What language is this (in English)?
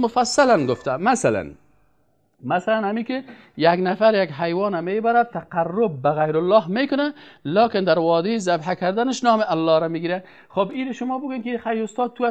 Persian